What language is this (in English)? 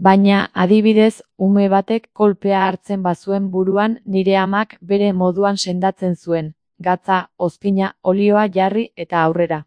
Basque